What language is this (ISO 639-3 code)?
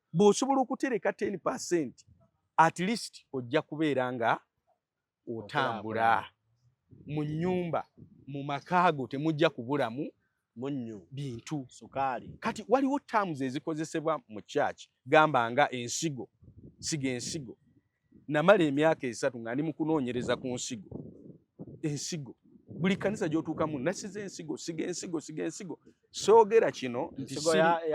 lug